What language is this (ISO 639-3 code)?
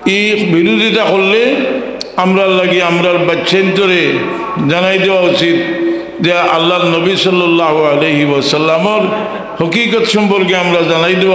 syl